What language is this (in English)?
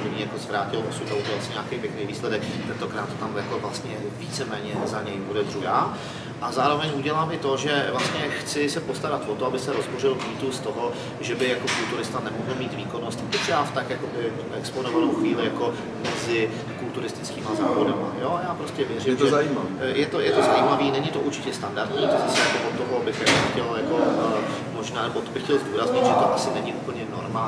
Czech